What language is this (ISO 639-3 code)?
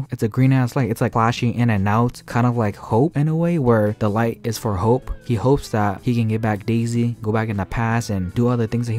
eng